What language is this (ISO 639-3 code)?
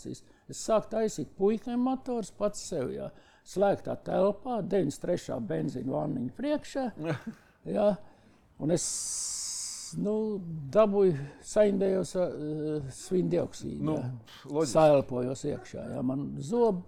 lav